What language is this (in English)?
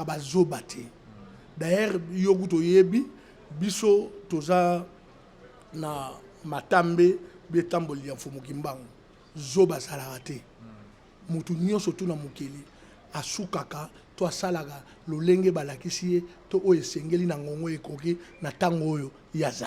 Lingala